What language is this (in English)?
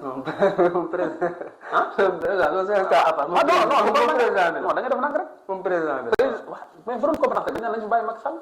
Wolof